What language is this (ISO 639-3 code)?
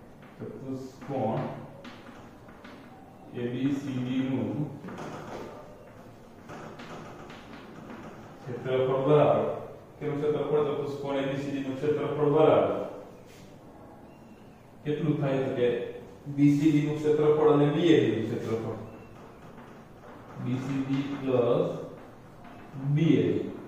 guj